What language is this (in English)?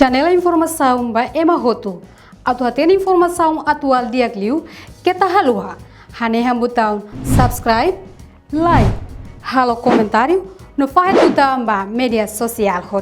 Tetum